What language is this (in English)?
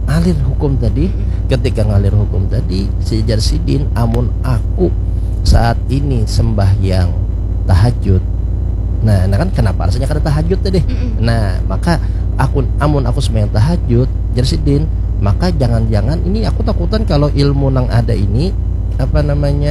Banjar